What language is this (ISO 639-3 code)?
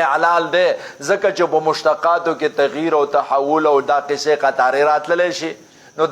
pus